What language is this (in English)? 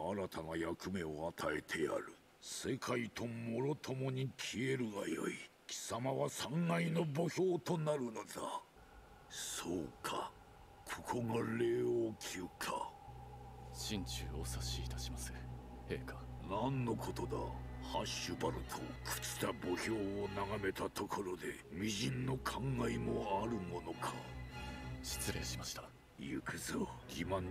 Japanese